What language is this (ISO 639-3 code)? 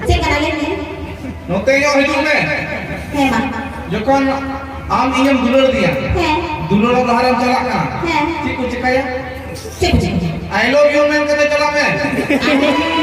sat